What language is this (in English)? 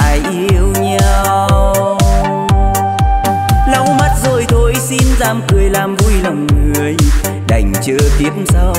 Vietnamese